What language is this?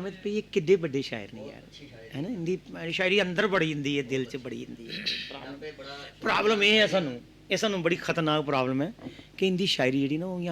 Dogri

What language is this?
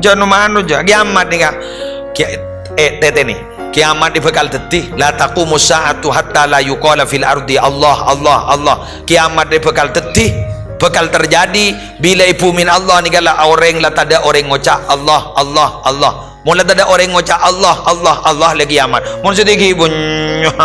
Madurese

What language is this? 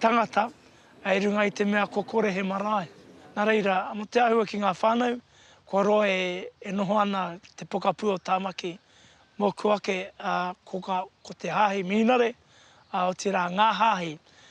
Māori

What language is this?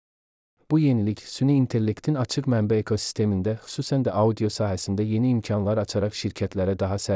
Azerbaijani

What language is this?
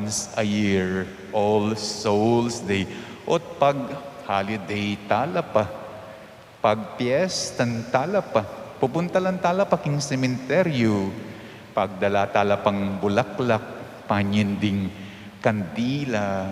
Pampanga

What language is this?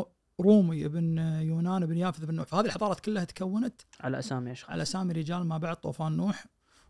Najdi Arabic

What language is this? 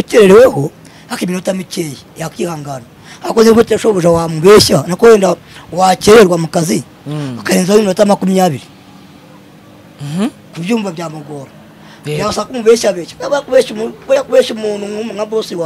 Kinyarwanda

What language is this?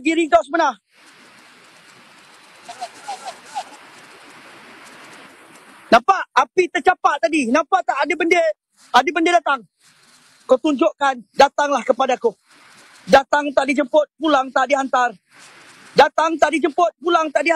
Malay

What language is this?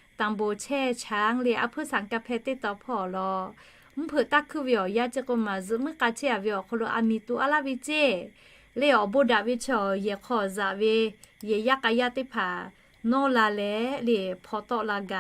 Lahu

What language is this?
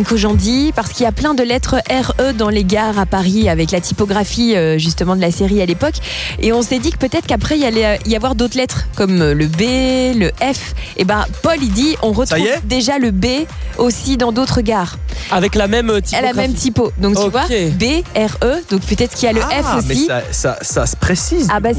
French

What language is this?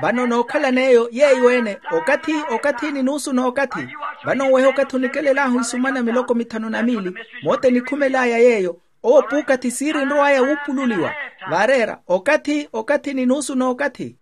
Makhuwa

